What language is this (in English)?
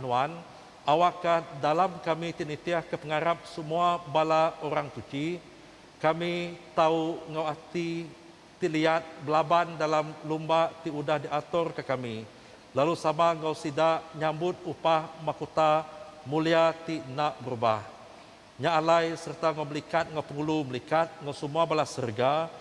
Iban